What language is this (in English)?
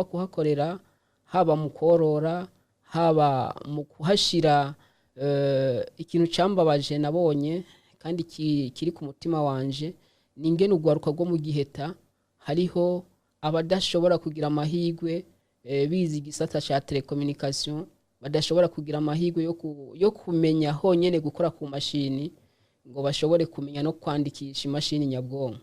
Rundi